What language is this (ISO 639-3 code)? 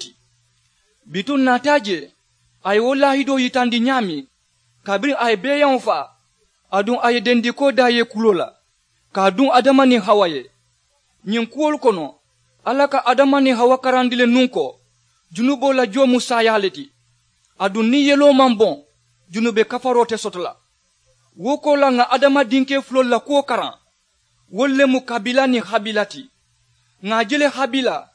man